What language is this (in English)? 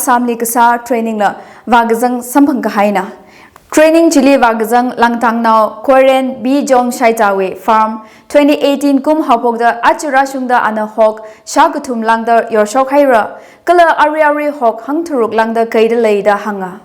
Tangkhul Naga (India)